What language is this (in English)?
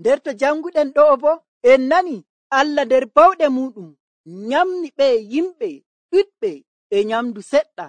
Nigerian Fulfulde